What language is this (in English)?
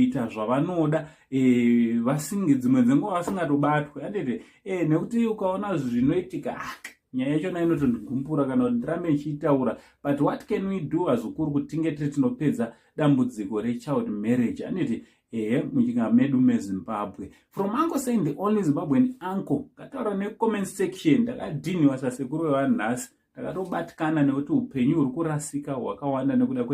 Shona